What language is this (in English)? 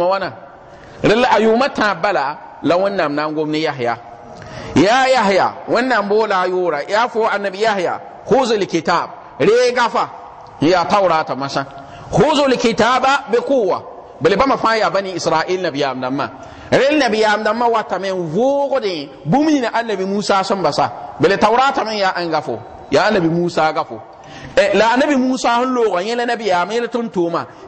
Mossi